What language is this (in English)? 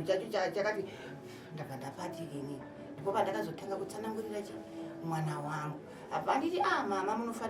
Shona